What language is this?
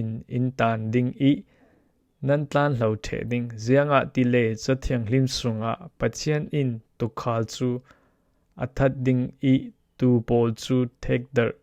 Falam Chin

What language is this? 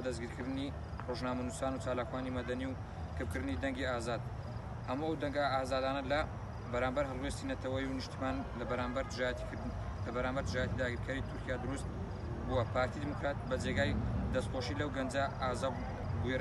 Central Kurdish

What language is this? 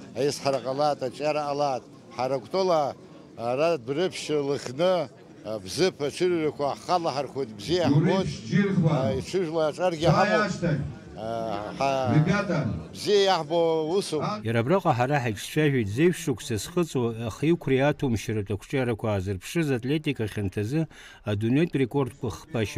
Abkhazian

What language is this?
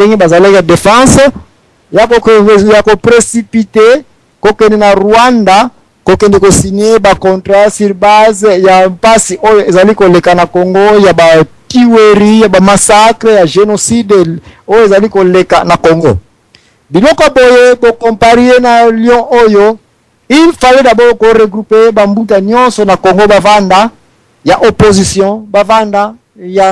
Lingala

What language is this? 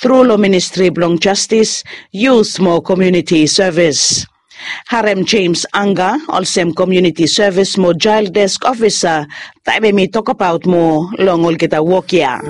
Bislama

